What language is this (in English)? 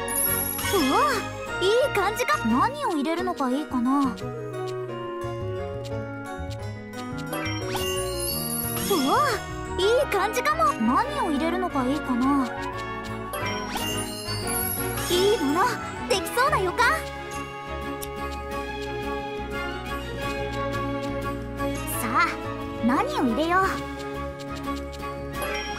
Japanese